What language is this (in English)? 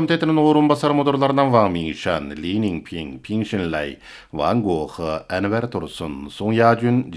Kyrgyz